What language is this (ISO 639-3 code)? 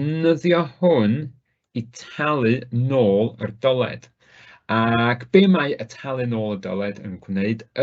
cym